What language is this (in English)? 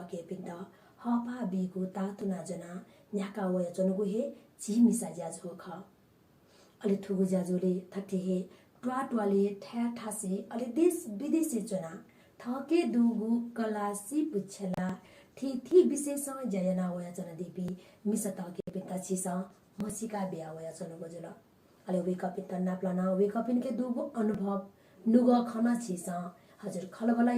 Newari